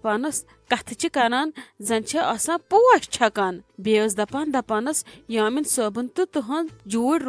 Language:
Kashmiri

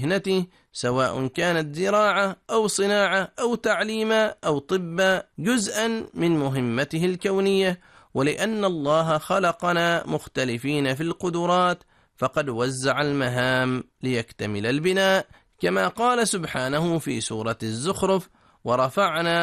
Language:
Arabic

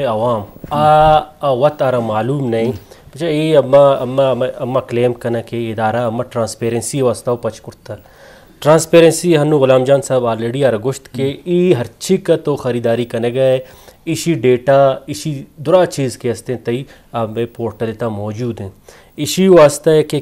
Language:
Baluchi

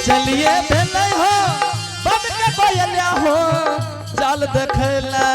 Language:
Angika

